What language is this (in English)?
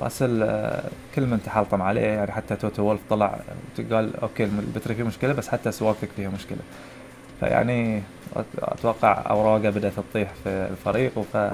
Gulf Arabic